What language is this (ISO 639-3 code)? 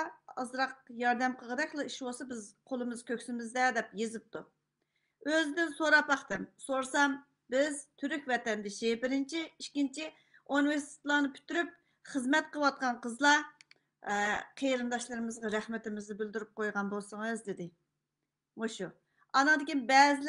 uig